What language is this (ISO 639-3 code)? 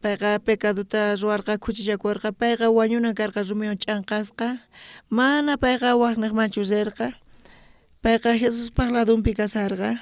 quh